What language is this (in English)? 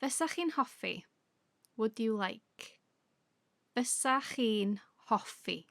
Welsh